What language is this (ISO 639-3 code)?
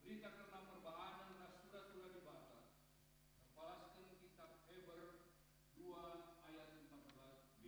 btx